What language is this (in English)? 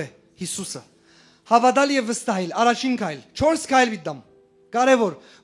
Western Armenian